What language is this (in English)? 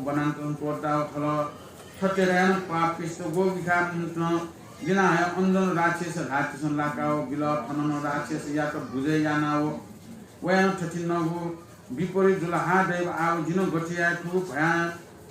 Newari